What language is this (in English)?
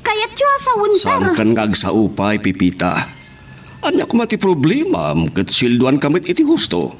Iloko